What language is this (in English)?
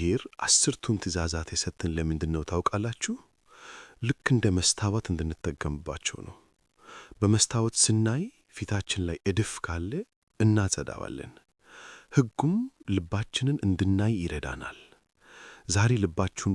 Amharic